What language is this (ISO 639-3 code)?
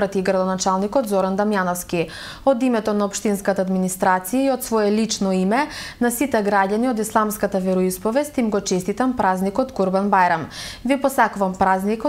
mkd